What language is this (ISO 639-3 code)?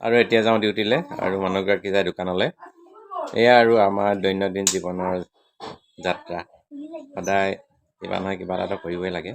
asm